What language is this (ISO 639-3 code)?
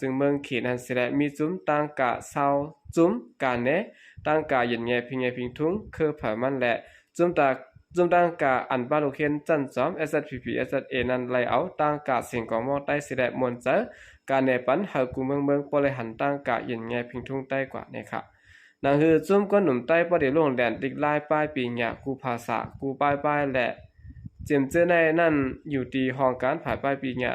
shn